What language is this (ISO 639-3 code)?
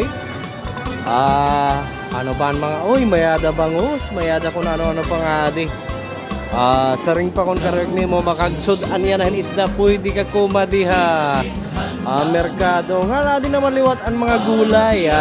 war